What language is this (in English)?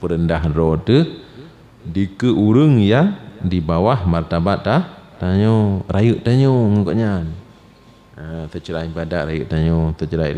Achinese